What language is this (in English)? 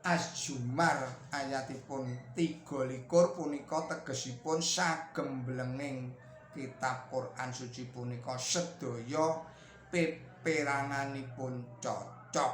Javanese